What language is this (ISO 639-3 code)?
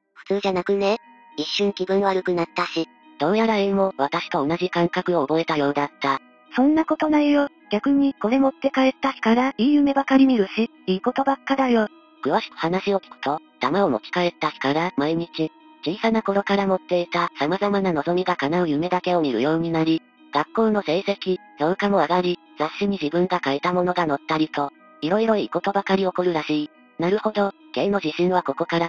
jpn